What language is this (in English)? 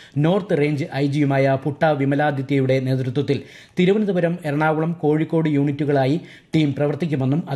Malayalam